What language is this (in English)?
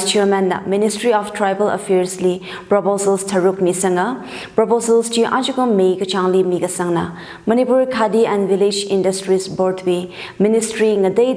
Tangkhul Naga (India)